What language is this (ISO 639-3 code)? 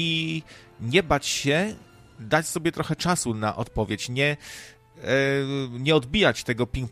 pol